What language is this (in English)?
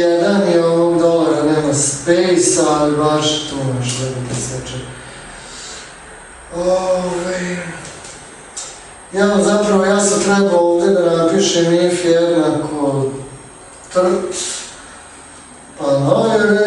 Serbian